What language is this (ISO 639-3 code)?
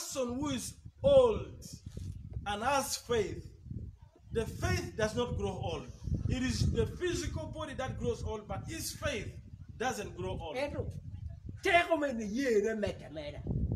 ach